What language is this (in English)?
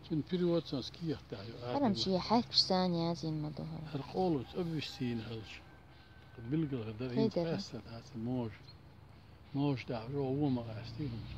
Chechen